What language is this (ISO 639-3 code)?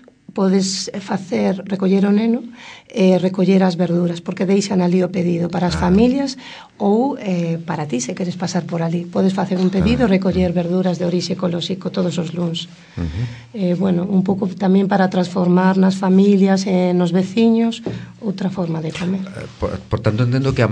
glg